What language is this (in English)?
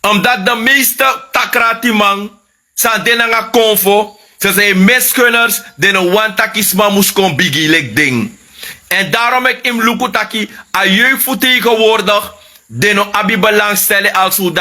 Sranan Tongo